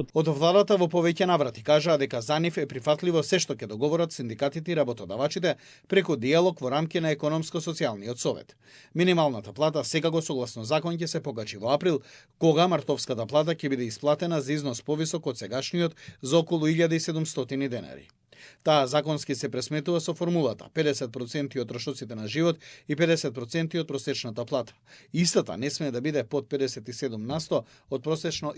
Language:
Macedonian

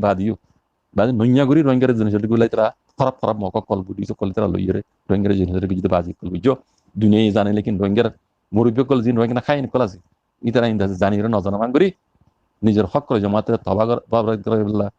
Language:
Rohingya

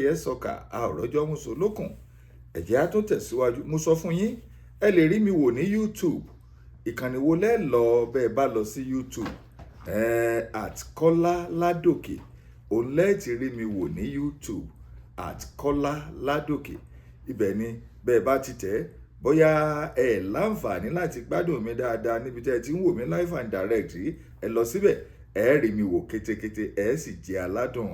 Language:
Yoruba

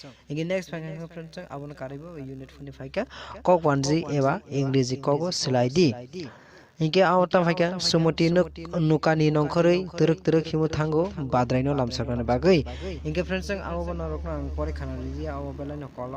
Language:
Kok Borok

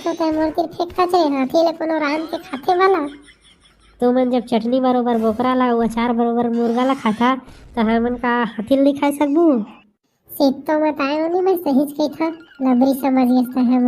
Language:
Chhattisgarhi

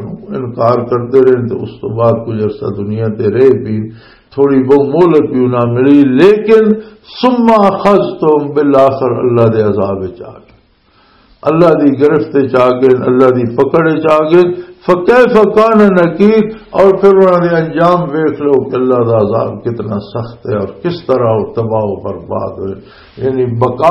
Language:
Western Panjabi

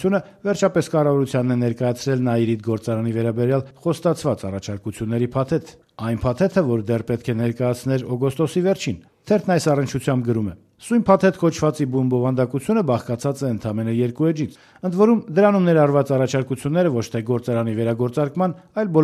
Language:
Armenian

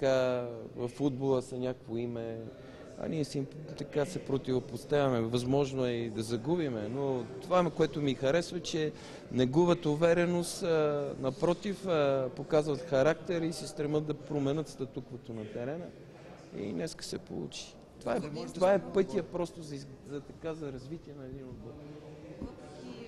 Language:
Bulgarian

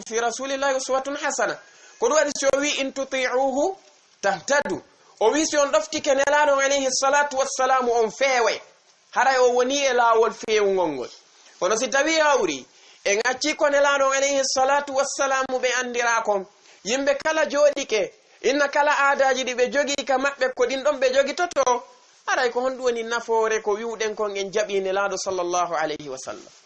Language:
Fula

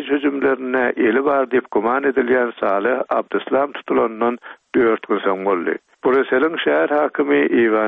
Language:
Turkmen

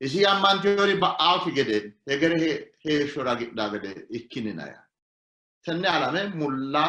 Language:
Sidamo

